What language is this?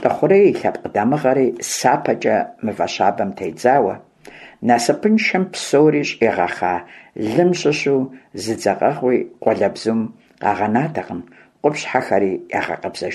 Kabardian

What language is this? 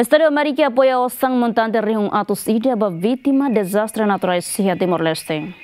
Tetum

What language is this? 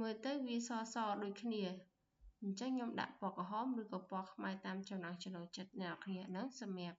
Khmer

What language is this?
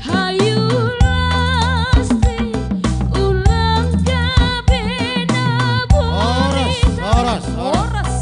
Batak Simalungun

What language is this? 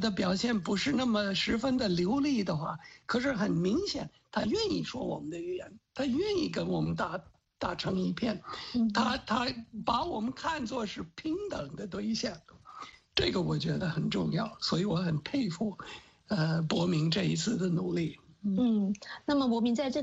Chinese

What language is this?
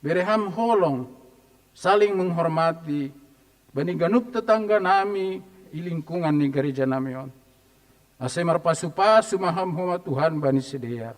Batak Simalungun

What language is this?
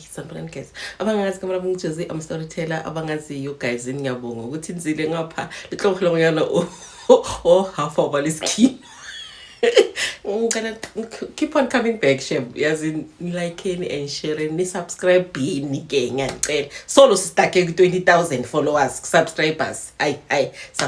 Zulu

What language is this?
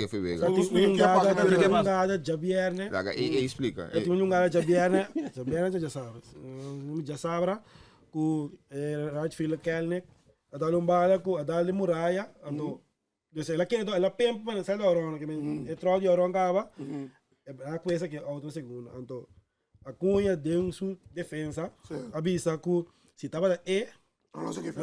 Papiamento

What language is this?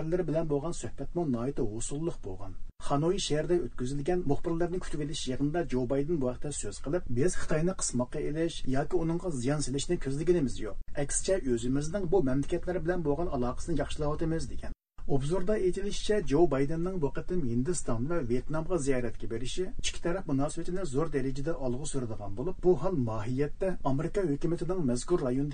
Uyghur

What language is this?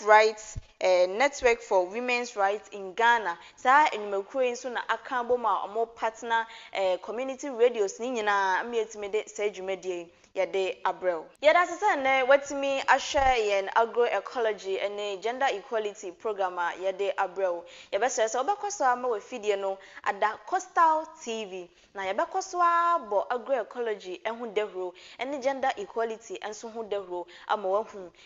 Akan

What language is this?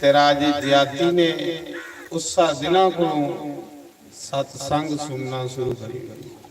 Dogri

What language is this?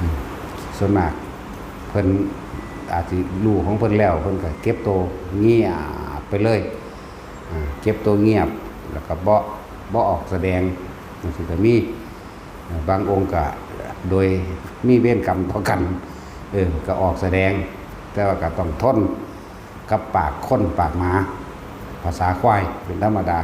Northeastern Thai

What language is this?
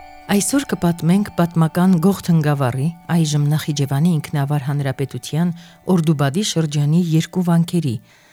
Armenian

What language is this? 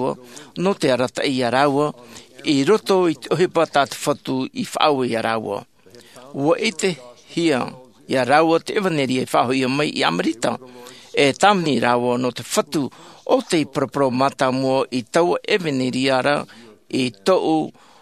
Tahitian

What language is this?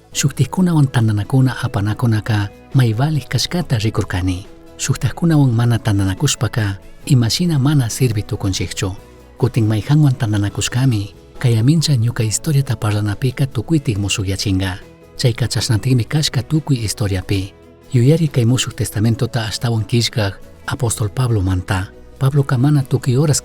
Chimborazo Highland Quichua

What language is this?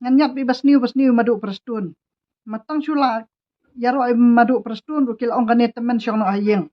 Khasi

